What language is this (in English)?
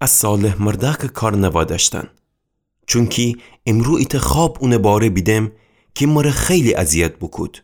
Gilaki